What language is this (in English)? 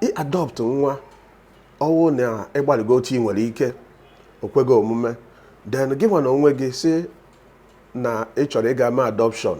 Igbo